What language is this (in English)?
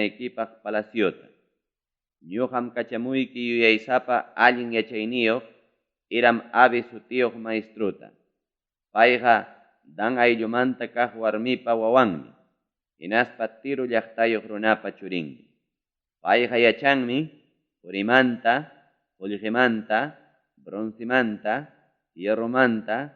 Ayacucho Quechua